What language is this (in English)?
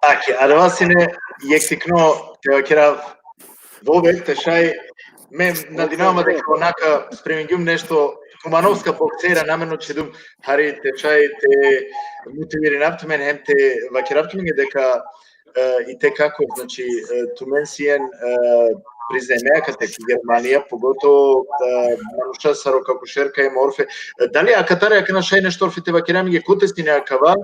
Balkan Romani